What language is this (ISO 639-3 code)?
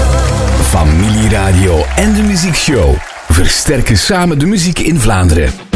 nld